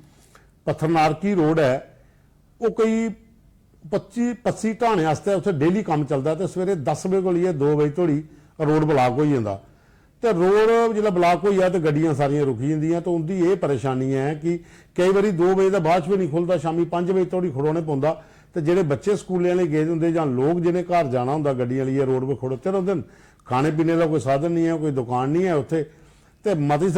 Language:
Dogri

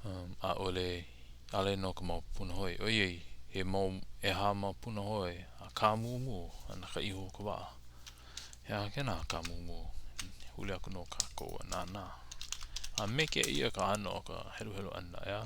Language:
Hawaiian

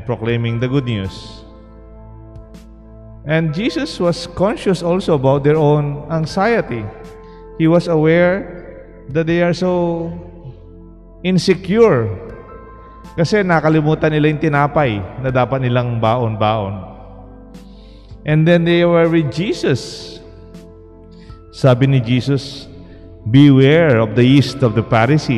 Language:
Filipino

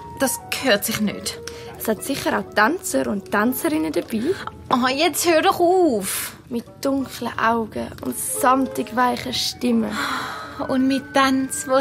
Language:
Swiss German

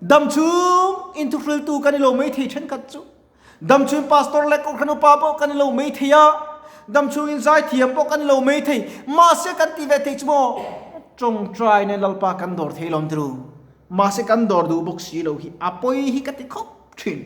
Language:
Mizo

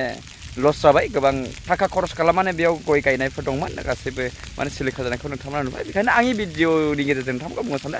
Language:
Bodo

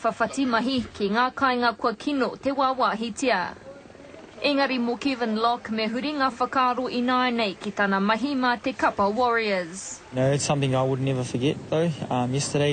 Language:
Māori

